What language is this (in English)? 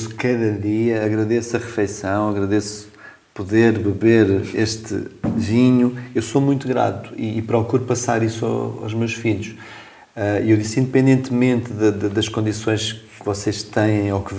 Portuguese